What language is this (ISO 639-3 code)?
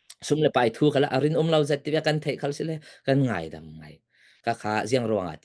cfm